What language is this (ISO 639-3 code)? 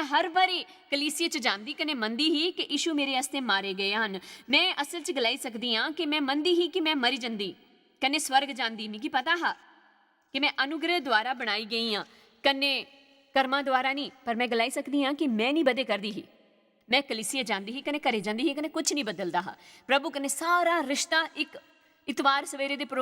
doi